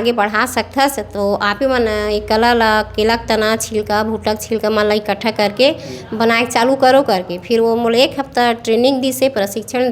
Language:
Chhattisgarhi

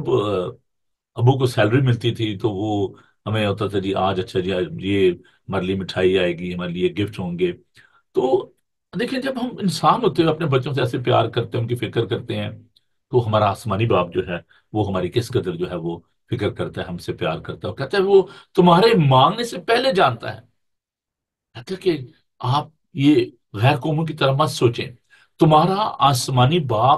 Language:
Urdu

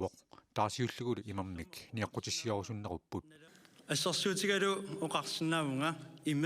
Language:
Kalaallisut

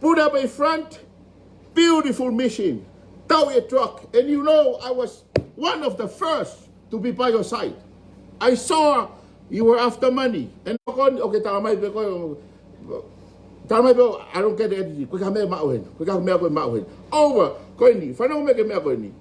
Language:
Tongan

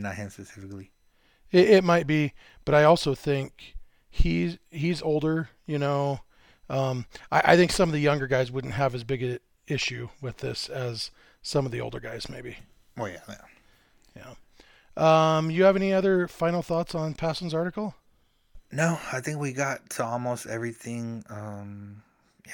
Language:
English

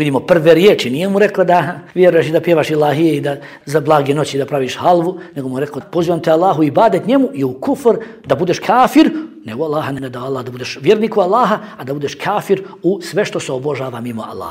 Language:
Bosnian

